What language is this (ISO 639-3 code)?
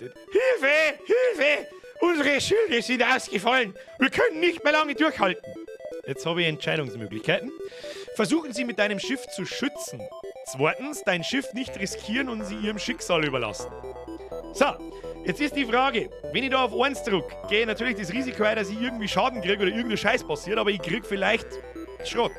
bar